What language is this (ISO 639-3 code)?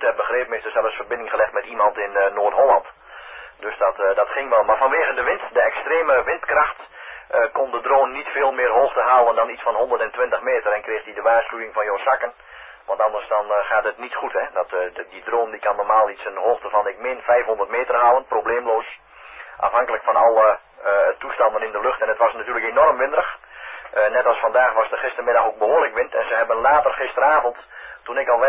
nld